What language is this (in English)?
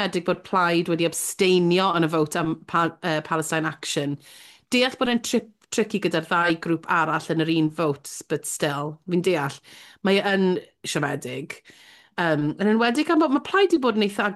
Welsh